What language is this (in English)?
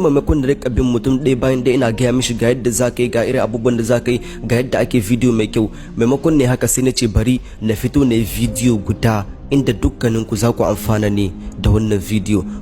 Hausa